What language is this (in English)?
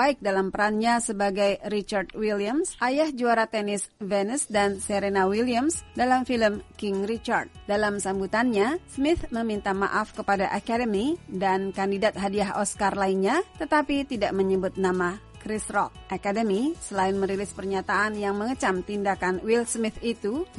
Indonesian